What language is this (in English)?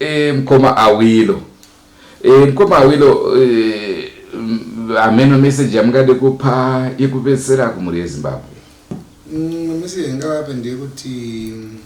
Shona